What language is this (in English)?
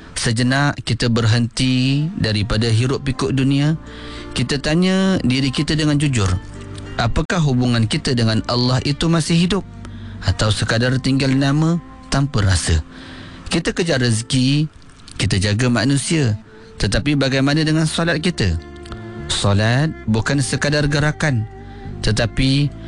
Malay